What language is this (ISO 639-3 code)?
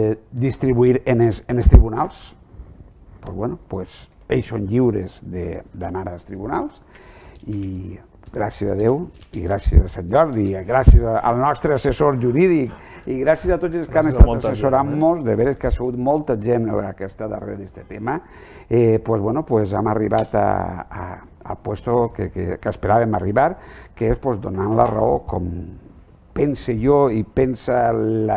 cat